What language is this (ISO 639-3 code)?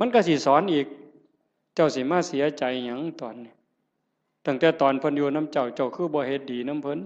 tts